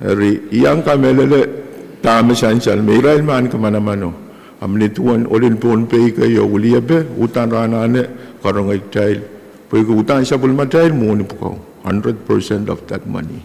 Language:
Pohnpeian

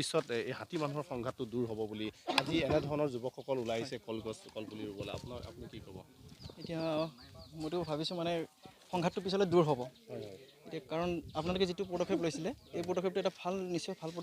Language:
Assamese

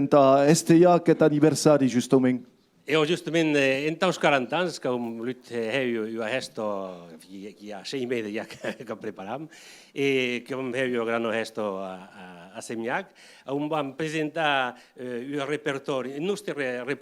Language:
Occitan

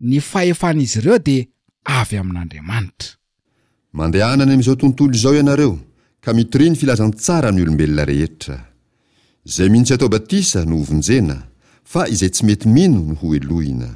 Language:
Malagasy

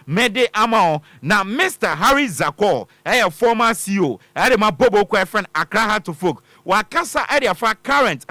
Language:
Akan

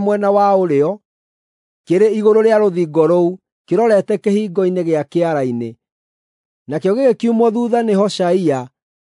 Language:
Kikuyu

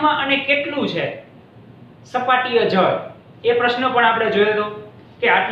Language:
Gujarati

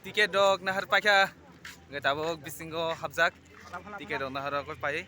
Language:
Kok Borok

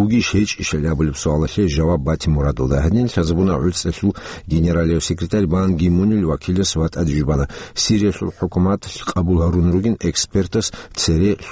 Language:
Avaric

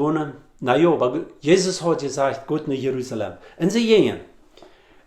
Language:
Plautdietsch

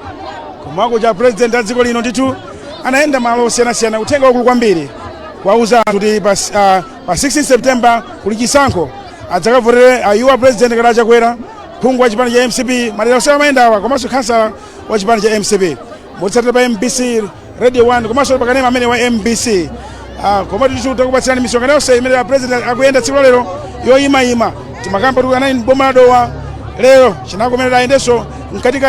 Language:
Nyanja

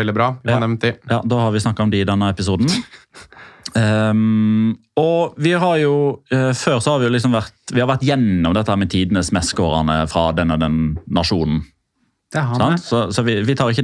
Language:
Norwegian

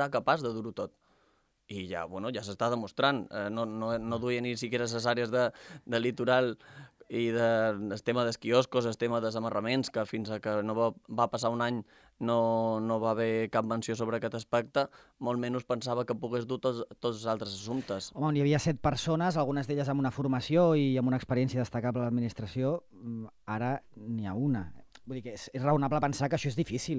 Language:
Catalan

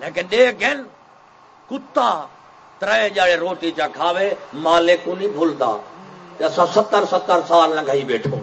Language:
Saraiki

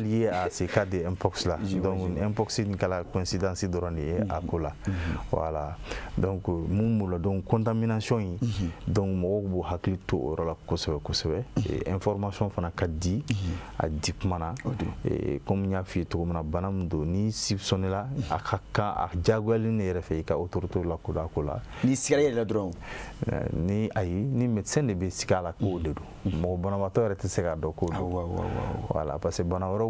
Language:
Bambara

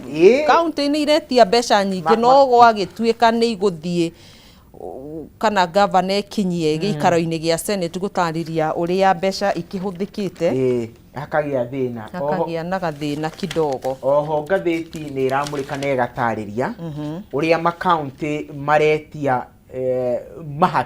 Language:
Kikuyu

